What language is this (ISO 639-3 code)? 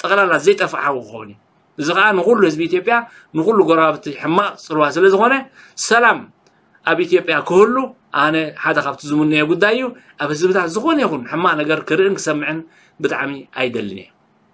tir